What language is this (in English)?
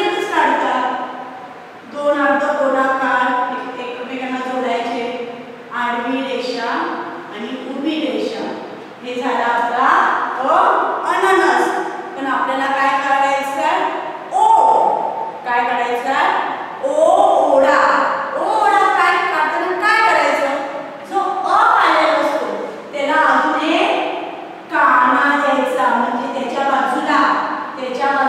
Marathi